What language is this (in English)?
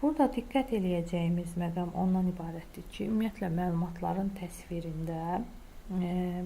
Azerbaijani